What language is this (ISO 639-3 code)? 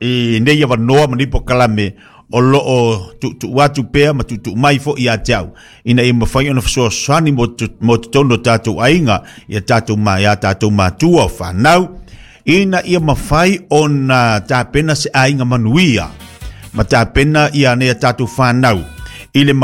smo